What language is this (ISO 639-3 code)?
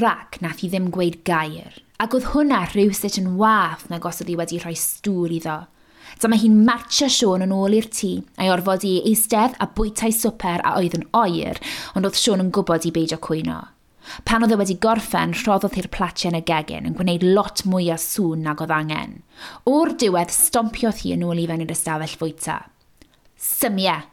cym